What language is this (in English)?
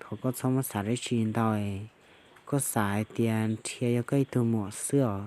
Hmong